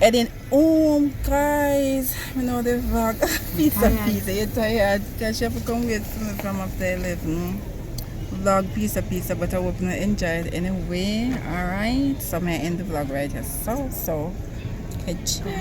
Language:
Jamaican Creole English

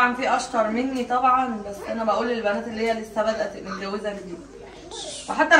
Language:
Egyptian Arabic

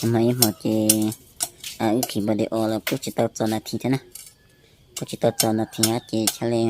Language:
Hmong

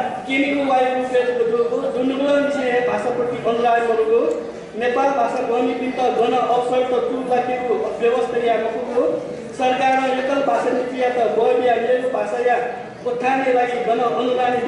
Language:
Newari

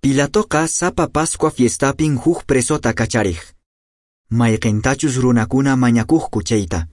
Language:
Quechua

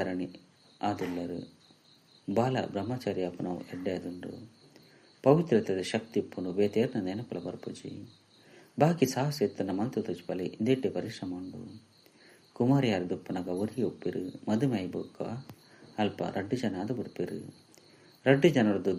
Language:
Tulu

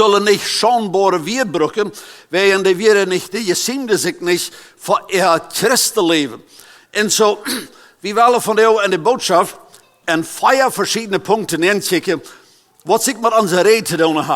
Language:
Plautdietsch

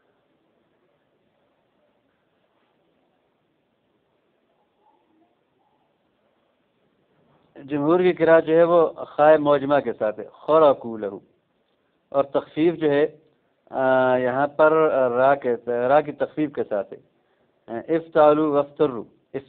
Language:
Urdu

